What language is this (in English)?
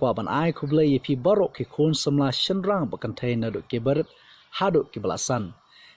Khasi